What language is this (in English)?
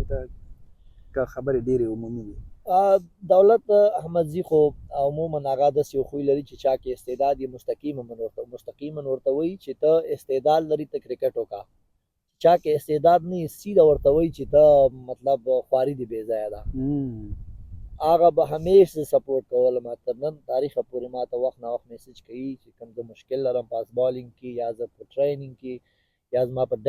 Pashto